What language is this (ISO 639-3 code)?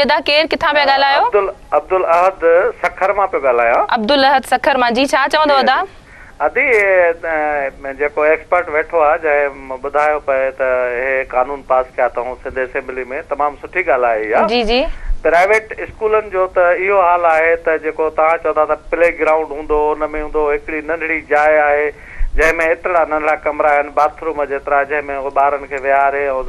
snd